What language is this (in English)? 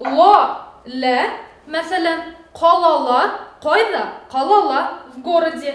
Bashkir